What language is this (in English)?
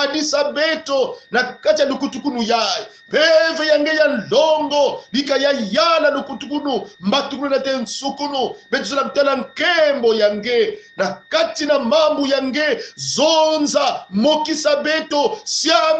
Kongo